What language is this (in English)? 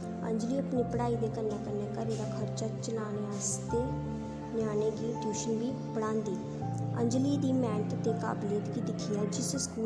Dogri